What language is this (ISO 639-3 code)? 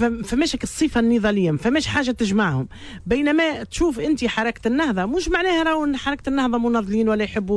aeb